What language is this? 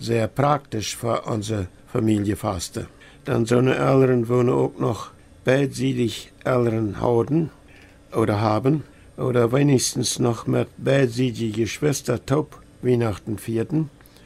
Plautdietsch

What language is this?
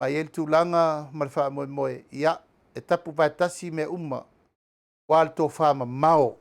Samoan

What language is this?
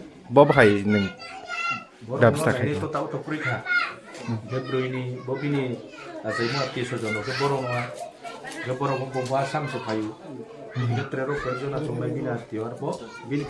Riang (India)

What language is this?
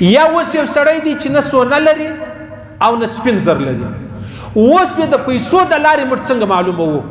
Pashto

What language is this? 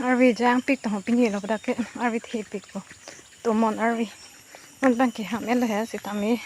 Karbi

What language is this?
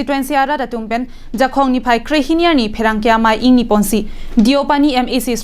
Karbi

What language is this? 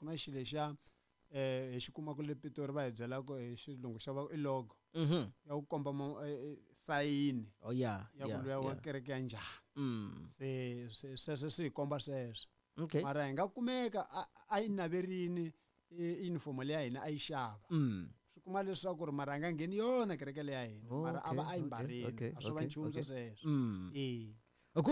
Tsonga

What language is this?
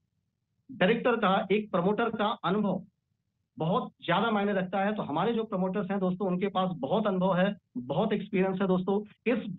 Hindi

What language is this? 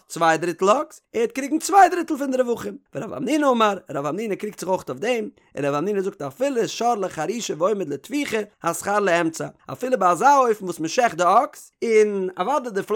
Yiddish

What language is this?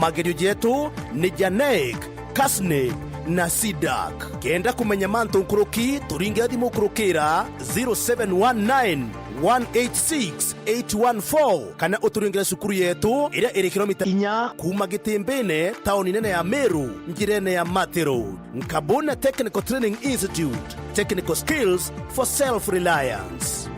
Meru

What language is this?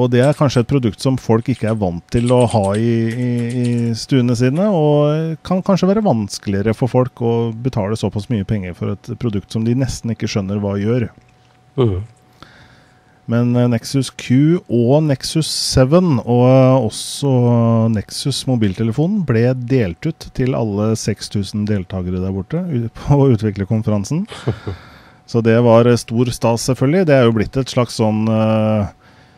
Norwegian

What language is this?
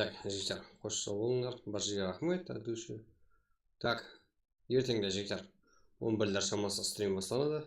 Kara-Kalpak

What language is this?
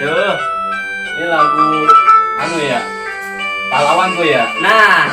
Betawi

